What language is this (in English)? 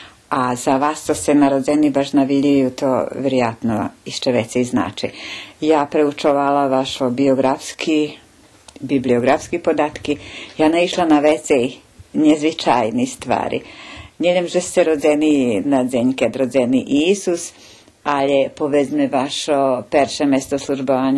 Rusyn